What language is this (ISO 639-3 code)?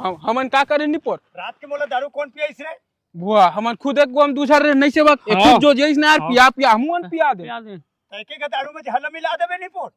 hne